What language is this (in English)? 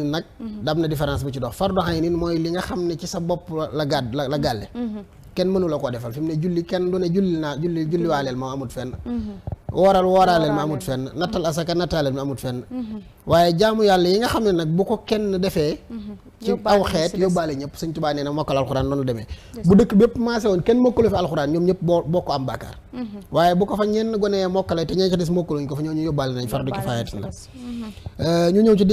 Wolof